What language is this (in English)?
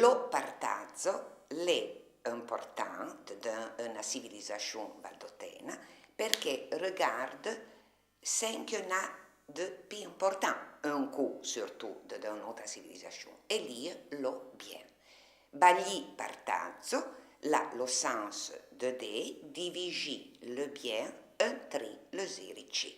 Arpitan